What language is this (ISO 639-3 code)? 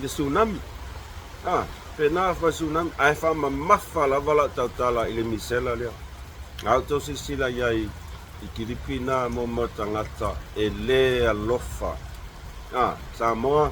smo